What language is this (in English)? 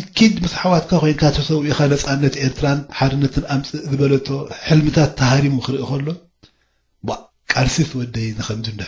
Tigrinya